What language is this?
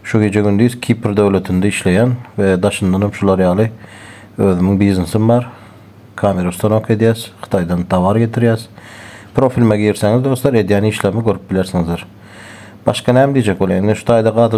Turkmen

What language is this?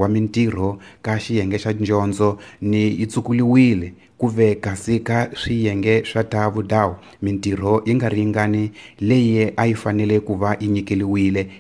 Tsonga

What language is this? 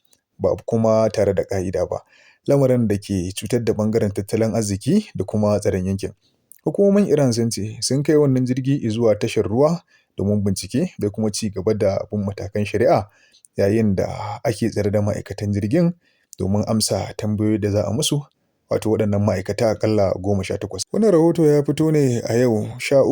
Hausa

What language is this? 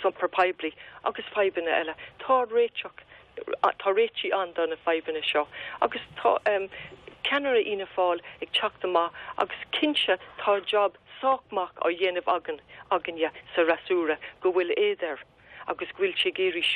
Irish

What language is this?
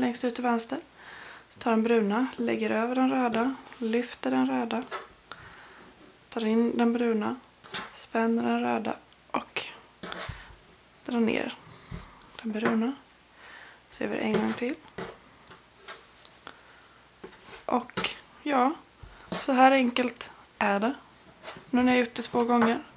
Swedish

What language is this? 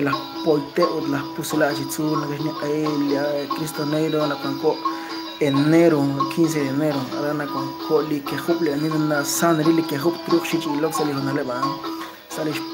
Kekchí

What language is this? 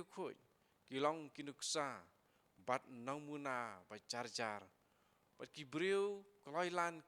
Khasi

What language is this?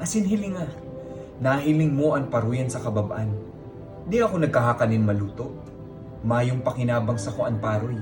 Bikol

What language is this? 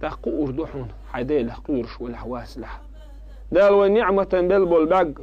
Chechen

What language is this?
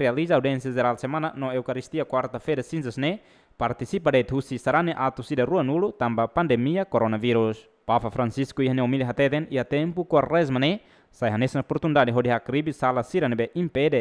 Tetum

